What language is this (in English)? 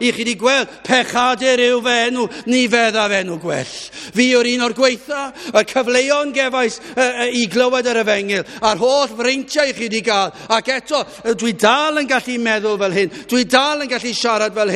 Welsh